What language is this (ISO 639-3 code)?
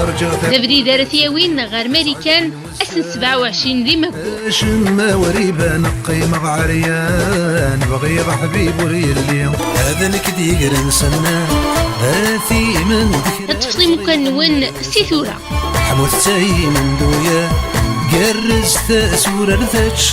kab